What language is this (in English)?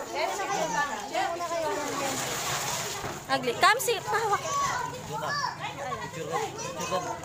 Filipino